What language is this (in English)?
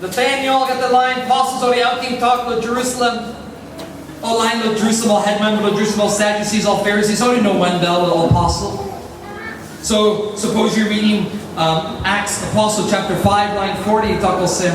Tok Pisin